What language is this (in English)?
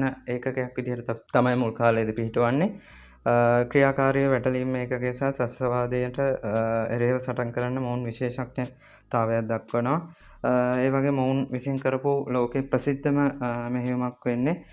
Sinhala